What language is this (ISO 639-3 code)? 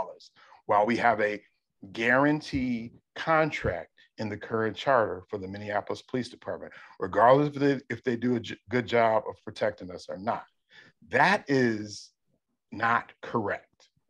eng